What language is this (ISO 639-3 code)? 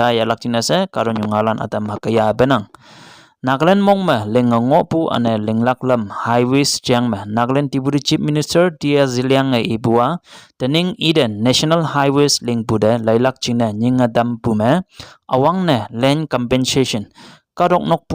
nbe